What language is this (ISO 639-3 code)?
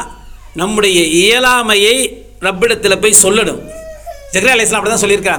tam